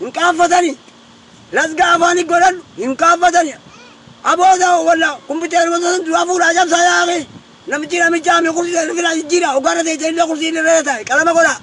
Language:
Oromo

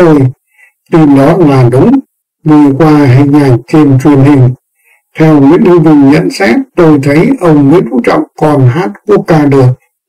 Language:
Vietnamese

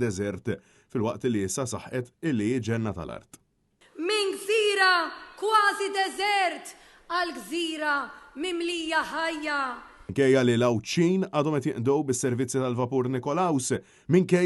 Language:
Maltese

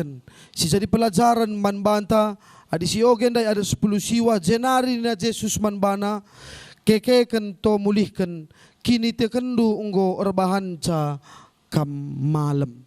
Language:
Batak Karo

